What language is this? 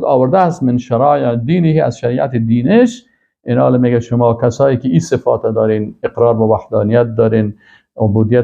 Persian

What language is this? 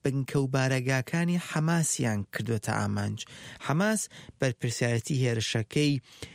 Central Kurdish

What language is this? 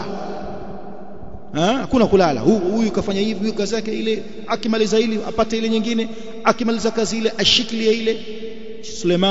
Swahili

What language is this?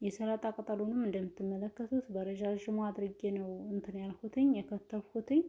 Amharic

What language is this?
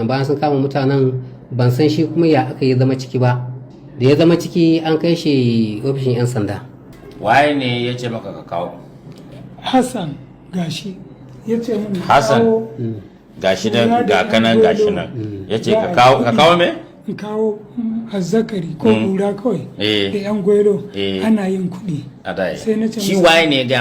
Hausa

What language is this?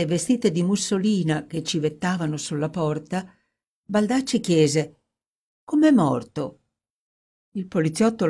Italian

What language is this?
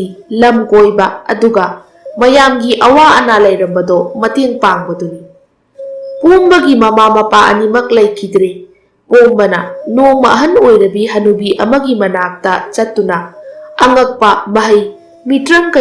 Manipuri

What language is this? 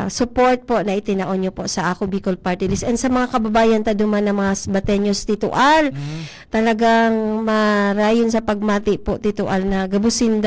Bikol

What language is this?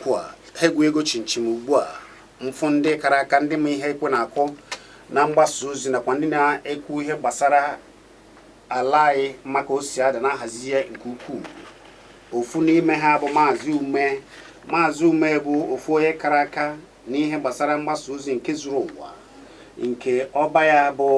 Igbo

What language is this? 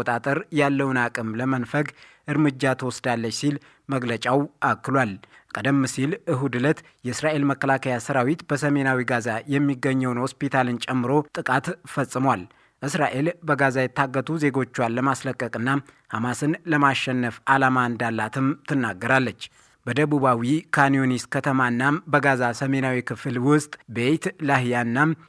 Amharic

